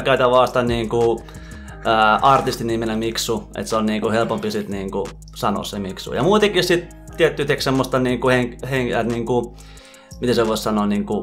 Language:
Finnish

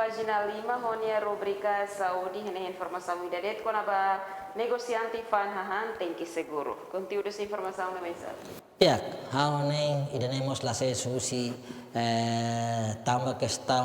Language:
Tetum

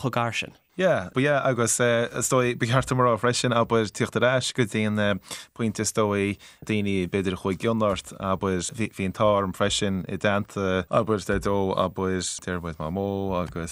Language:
Irish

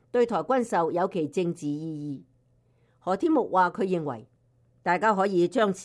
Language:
Cantonese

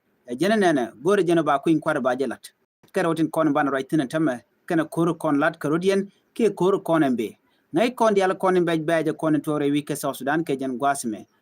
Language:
Nuer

